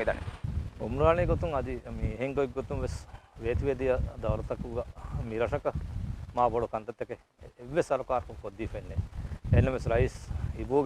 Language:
Divehi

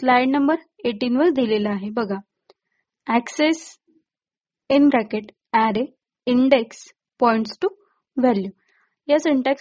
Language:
Marathi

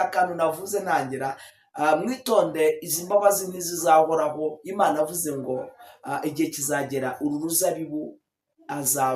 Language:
Kinyarwanda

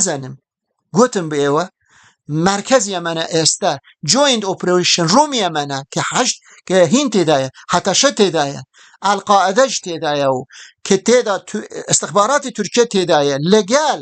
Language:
Kurdish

